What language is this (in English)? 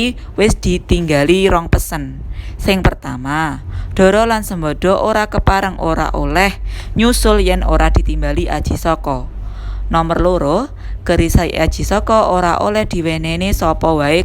Javanese